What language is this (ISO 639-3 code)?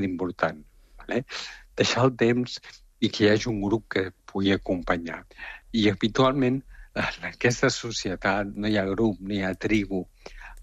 cat